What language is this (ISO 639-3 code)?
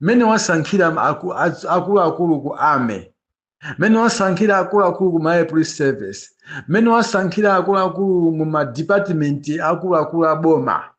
nya